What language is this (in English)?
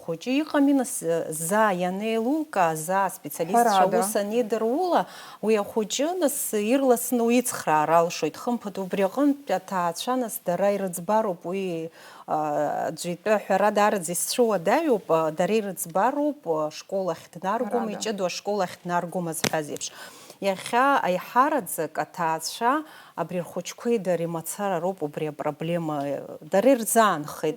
Abkhazian